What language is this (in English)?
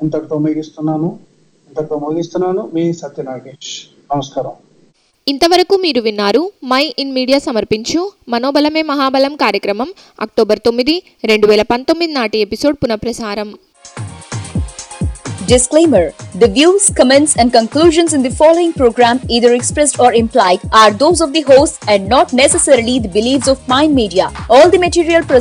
Telugu